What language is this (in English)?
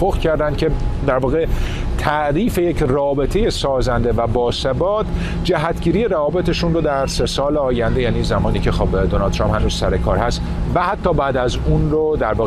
Persian